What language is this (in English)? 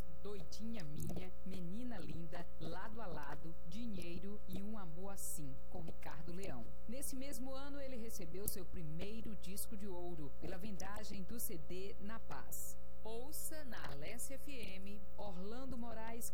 Portuguese